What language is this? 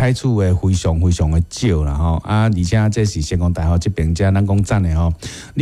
Min Nan Chinese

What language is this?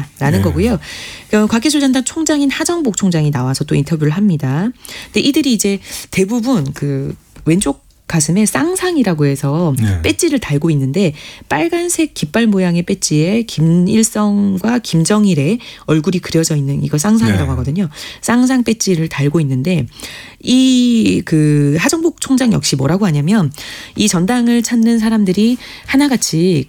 Korean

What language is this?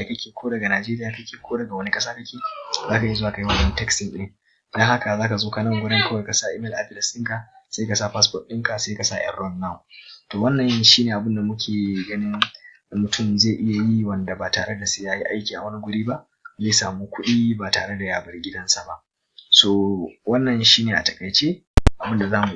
Hausa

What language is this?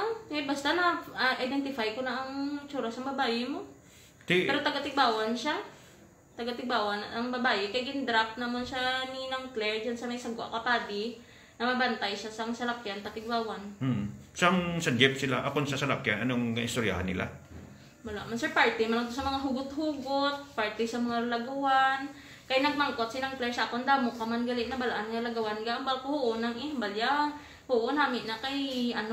Hiligaynon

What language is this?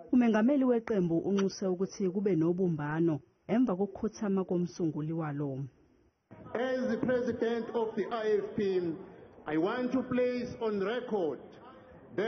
Zulu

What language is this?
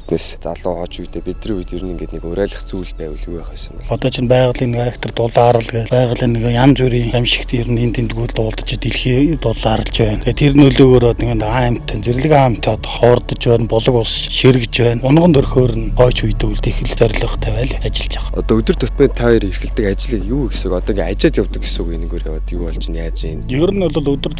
Mongolian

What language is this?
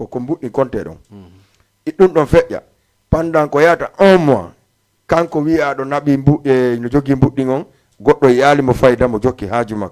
Fula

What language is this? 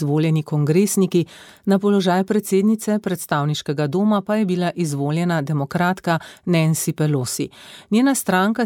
Slovenian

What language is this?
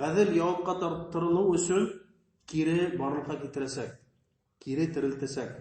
Bashkir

